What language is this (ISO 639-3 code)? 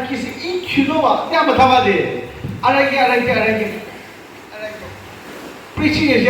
yim